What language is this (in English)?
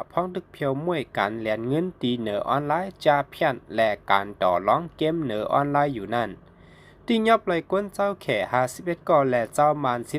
Shan